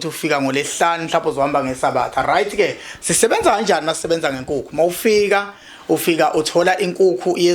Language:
Zulu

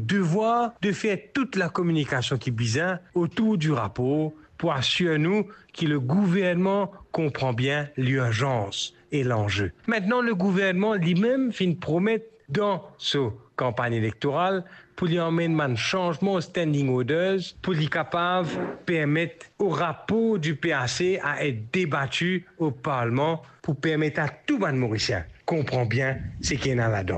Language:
Morisyen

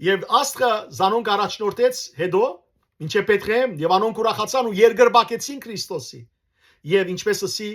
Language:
Western Armenian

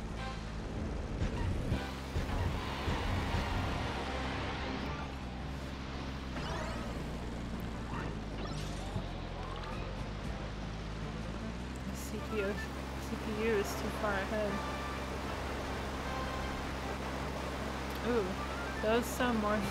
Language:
English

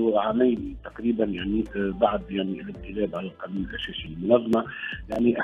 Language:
Tunisian Arabic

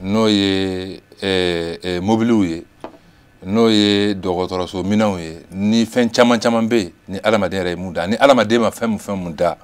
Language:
Bambara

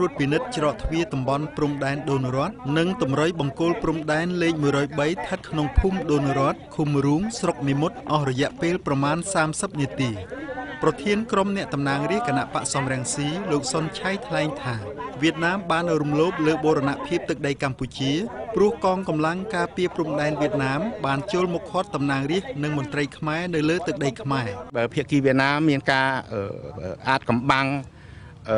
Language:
Khmer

